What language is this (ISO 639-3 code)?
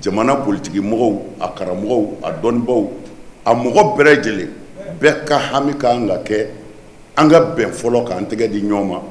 bam